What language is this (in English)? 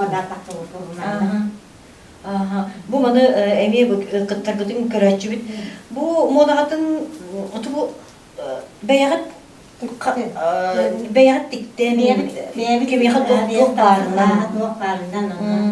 Yakut